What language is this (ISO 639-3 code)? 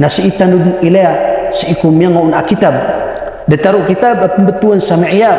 mrw